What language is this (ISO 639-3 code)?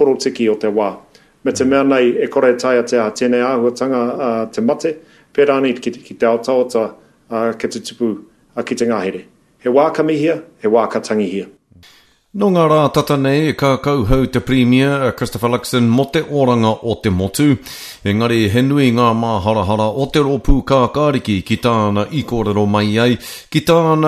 mri